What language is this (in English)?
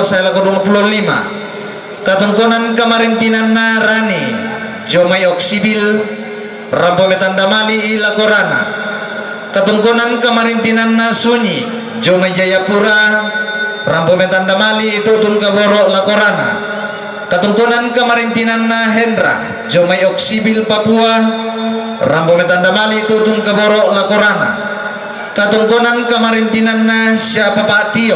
Toraja-Sa'dan